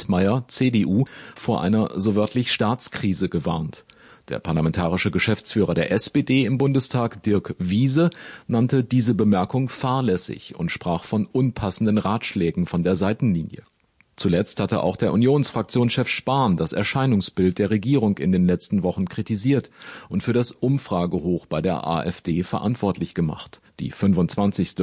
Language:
German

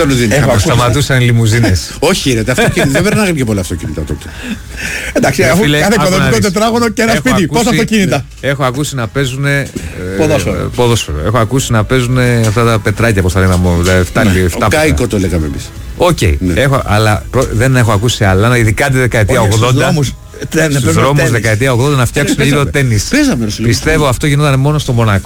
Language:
Greek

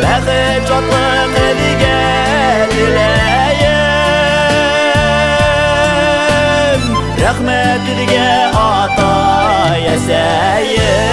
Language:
Bashkir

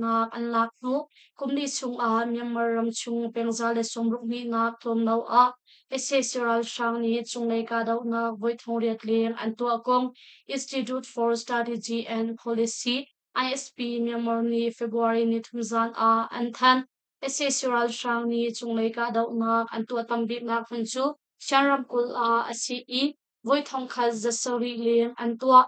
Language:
Hakha Chin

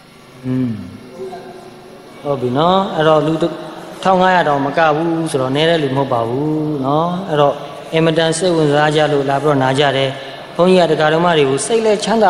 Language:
Burmese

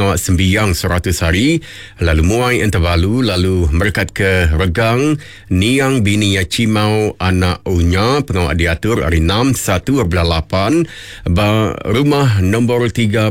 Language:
Iban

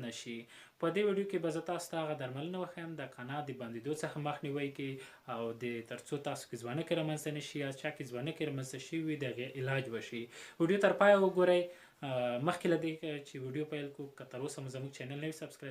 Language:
Pashto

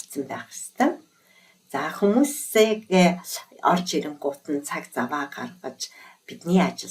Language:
Mongolian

